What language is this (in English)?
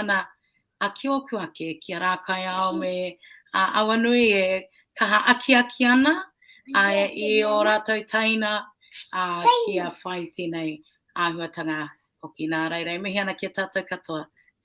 Māori